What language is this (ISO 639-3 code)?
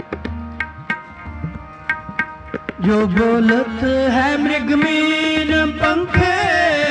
pan